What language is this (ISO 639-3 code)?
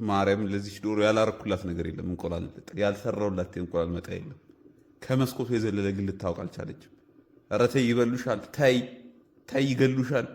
amh